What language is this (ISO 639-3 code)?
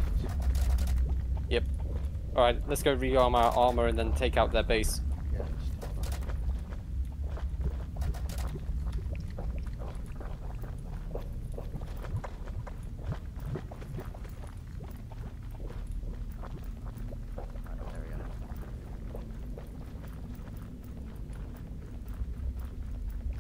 eng